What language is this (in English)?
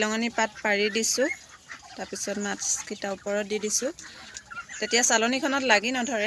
Assamese